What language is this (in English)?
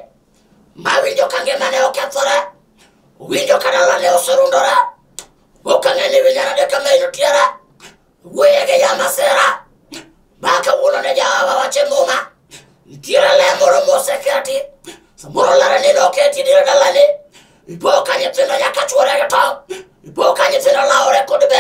Luo (Kenya and Tanzania)